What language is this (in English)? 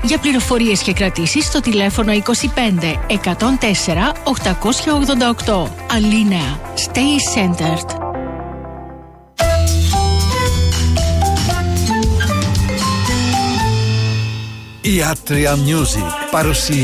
Greek